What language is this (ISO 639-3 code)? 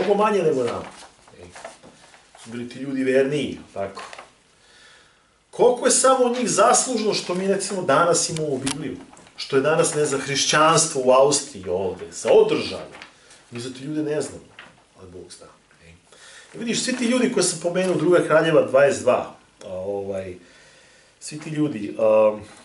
srp